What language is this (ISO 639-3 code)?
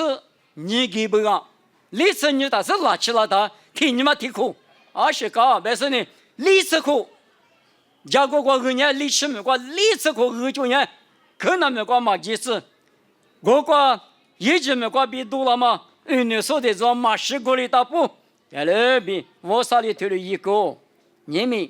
lis